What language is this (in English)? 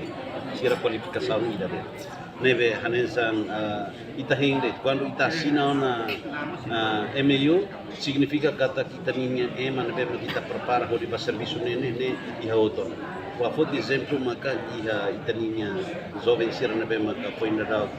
Tetum